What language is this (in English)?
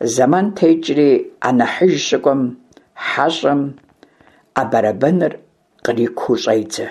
Kabardian